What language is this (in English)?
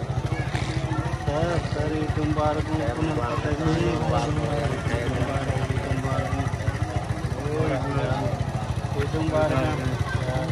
Hindi